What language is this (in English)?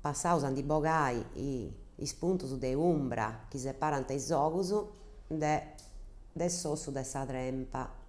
Sardinian